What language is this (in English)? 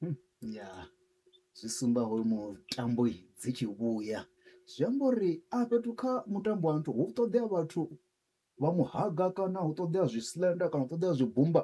Venda